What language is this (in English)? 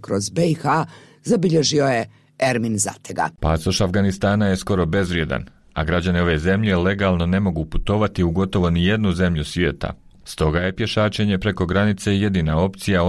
Bosnian